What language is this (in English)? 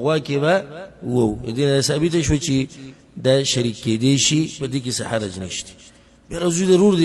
Pashto